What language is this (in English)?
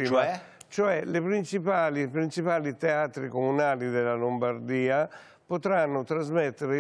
Italian